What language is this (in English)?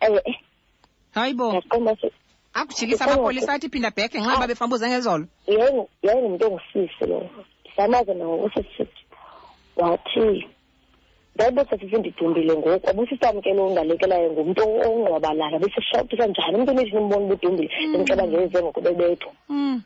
Xhosa